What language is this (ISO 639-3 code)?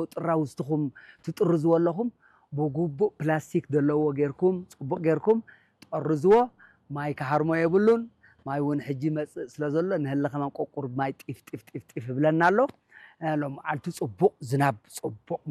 tir